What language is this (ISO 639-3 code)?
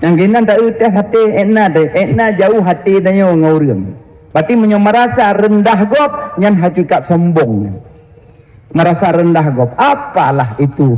ace